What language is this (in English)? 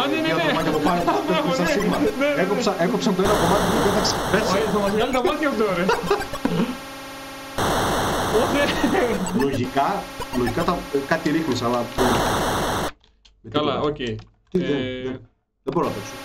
Greek